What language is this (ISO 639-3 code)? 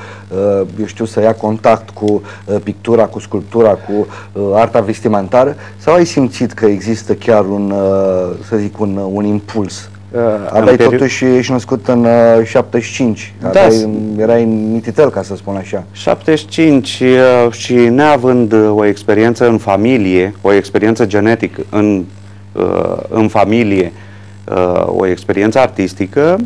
ron